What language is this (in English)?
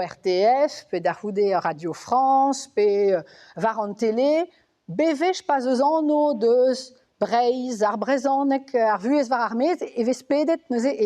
Breton